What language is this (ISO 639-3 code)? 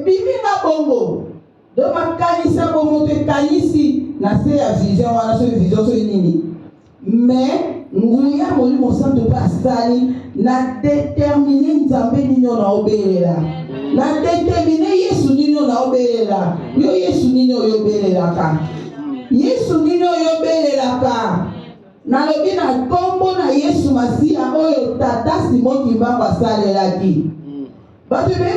lin